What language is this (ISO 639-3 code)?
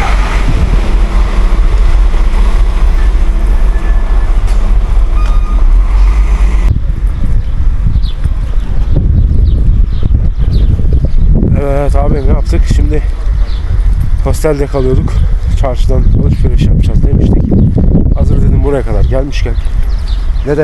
tur